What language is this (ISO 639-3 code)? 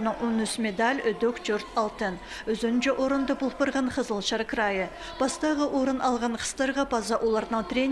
kjh